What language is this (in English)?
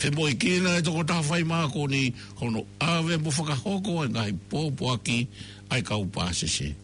Tongan